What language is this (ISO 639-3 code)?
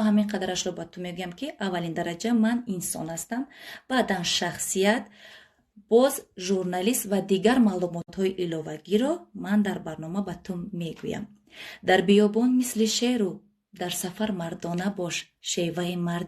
tgk